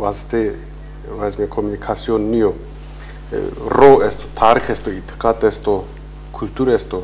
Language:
Zaza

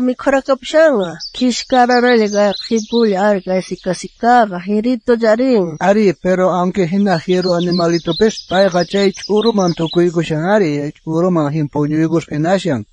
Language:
South Bolivian Quechua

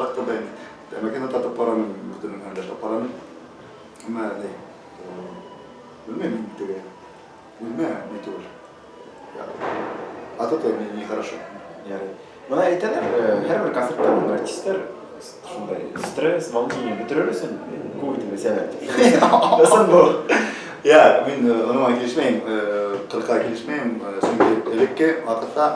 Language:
Bashkir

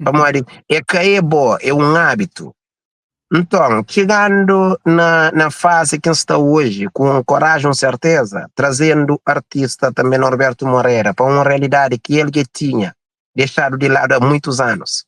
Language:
Kabuverdianu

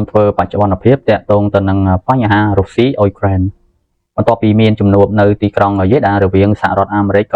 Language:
Khmer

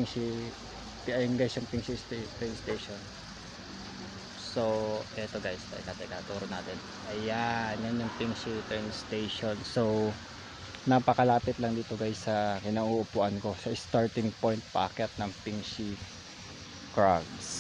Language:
Filipino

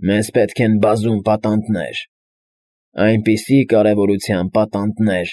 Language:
Armenian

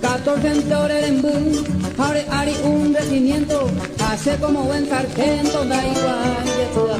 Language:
Guarani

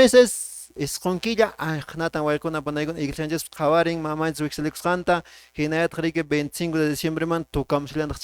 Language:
Quechua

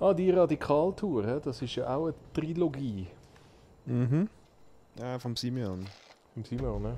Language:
Swiss German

